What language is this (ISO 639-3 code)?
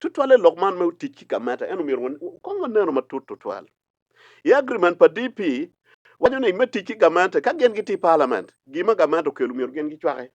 ach